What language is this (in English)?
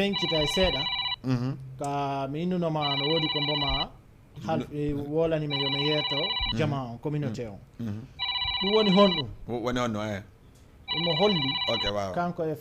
Fula